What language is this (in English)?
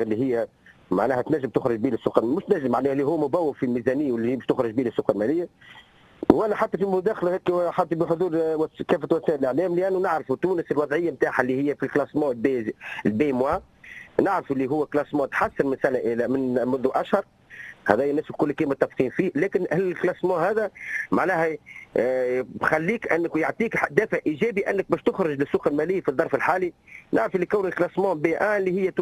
Tunisian Arabic